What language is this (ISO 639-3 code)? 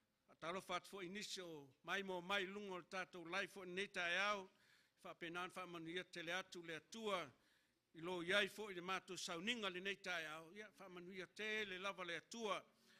smo